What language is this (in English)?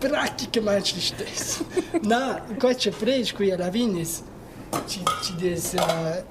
Romansh